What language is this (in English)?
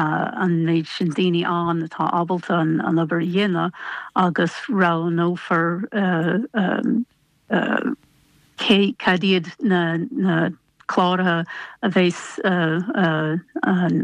Irish